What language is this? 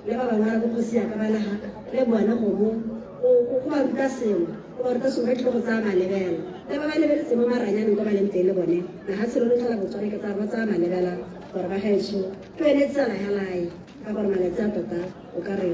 Tswana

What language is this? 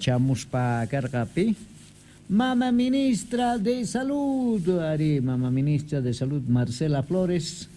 Quechua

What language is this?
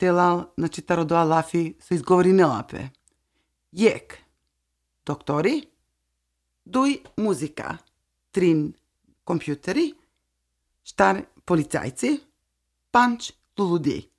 Slovenian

